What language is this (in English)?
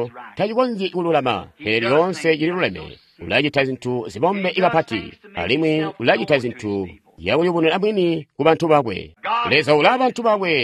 Tonga (Zambia)